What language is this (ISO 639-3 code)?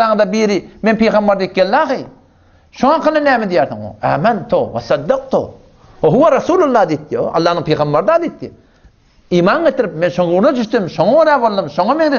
tuk